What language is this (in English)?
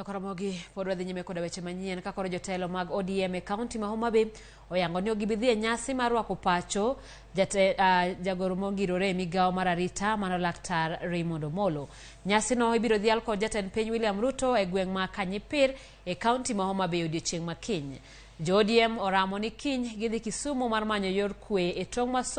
Luo (Kenya and Tanzania)